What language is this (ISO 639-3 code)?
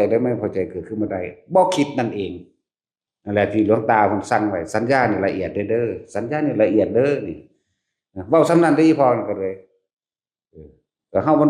tts